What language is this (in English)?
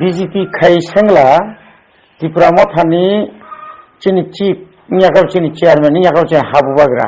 Kok Borok